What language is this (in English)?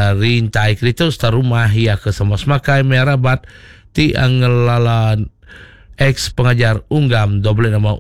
Iban